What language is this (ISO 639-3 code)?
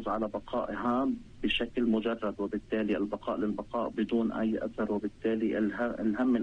apc